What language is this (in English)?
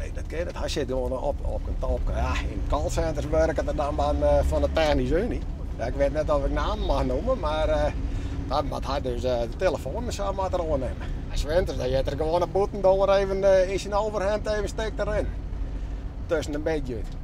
Western Frisian